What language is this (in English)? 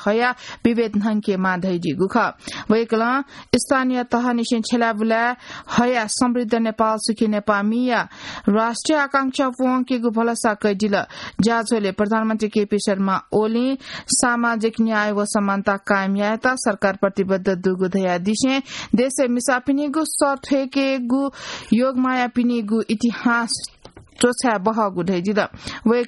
Newari